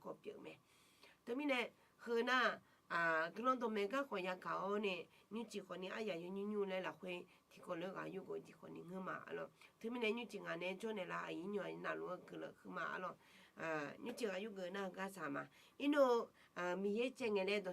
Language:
Akha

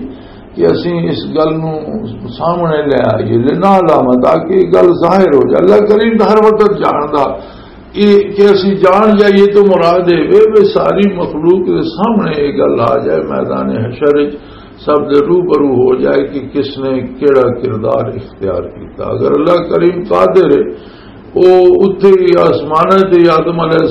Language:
Western Panjabi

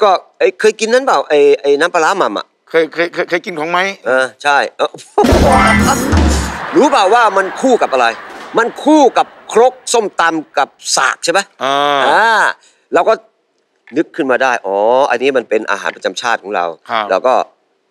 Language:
Thai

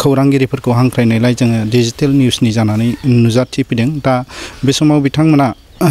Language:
Bodo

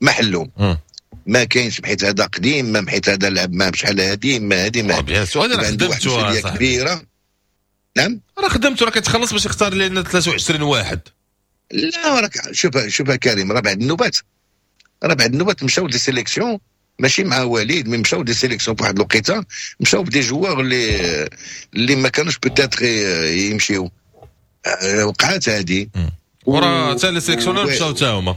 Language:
Moroccan Arabic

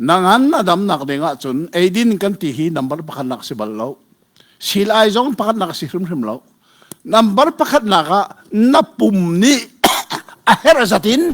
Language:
Hakha Chin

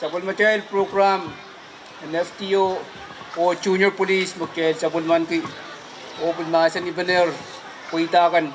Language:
Pohnpeian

